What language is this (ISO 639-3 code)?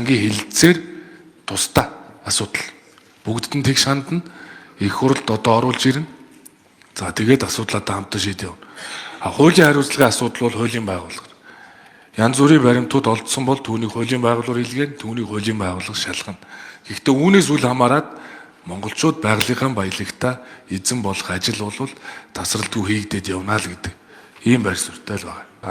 mon